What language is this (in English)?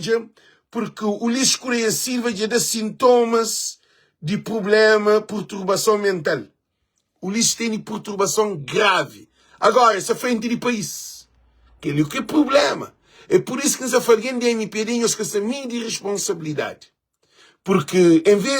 Kabuverdianu